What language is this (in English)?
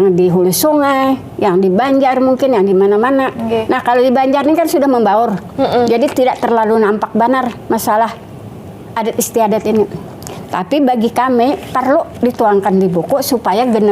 Banjar